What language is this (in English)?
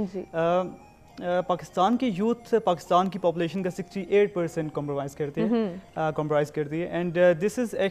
Urdu